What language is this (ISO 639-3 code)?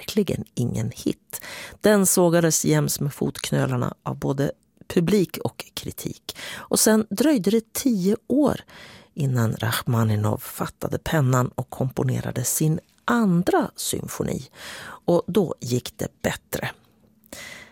swe